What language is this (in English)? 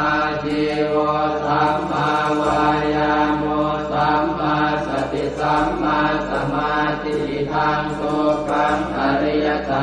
Pali